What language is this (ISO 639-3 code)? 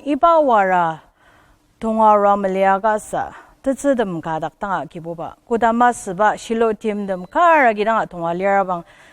njo